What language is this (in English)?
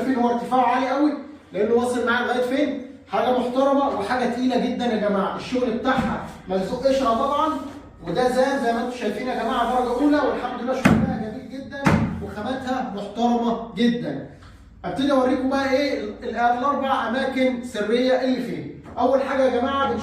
Egyptian Arabic